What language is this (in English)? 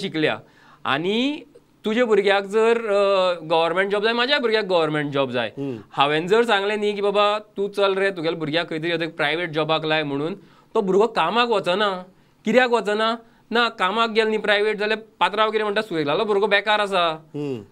Konkani